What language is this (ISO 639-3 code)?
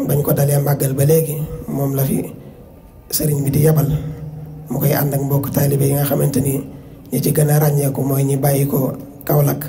wol